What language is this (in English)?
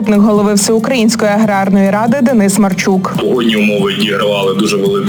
Ukrainian